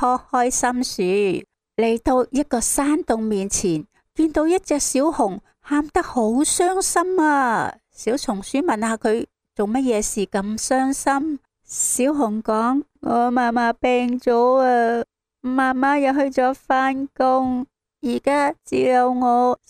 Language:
Cantonese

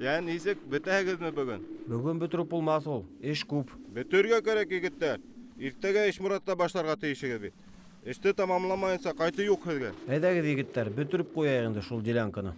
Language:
Bashkir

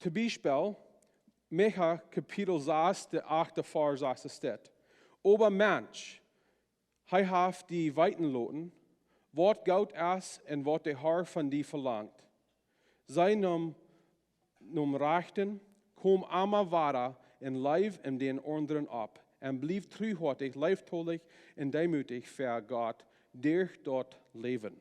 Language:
Plautdietsch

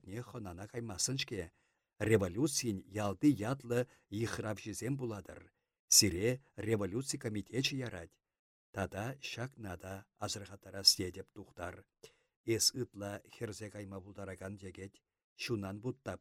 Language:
Chuvash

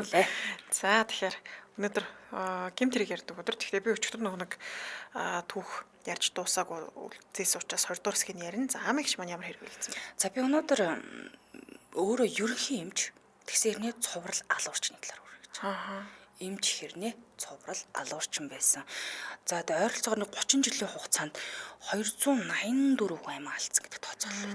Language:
Mongolian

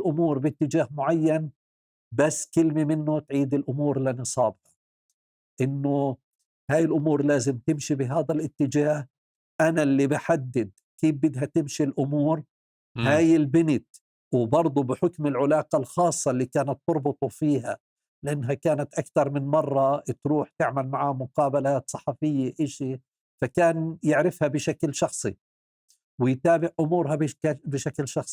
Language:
North Levantine Arabic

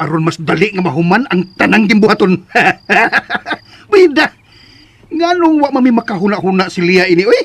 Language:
Cebuano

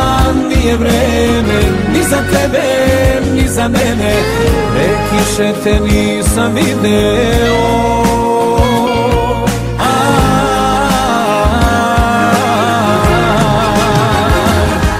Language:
Serbian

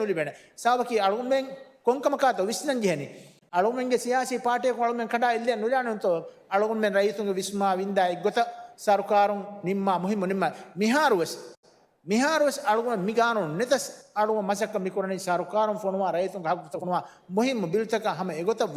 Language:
Divehi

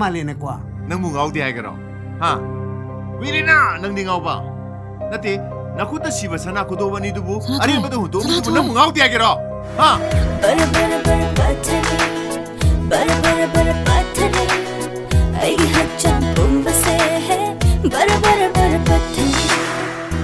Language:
Manipuri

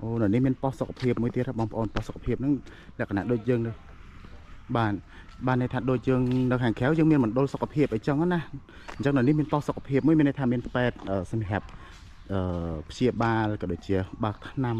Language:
Khmer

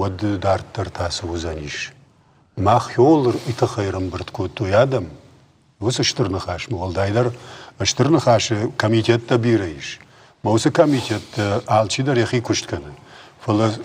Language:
Ossetic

